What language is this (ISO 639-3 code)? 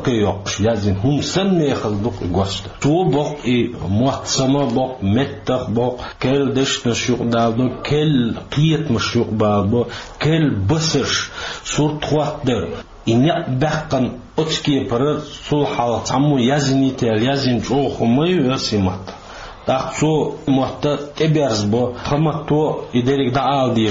che